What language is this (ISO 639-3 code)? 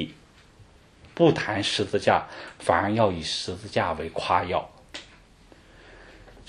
zho